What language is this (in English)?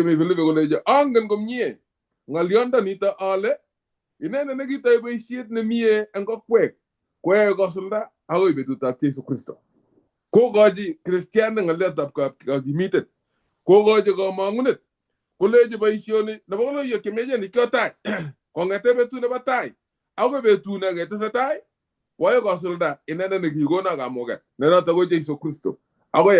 Kalenjin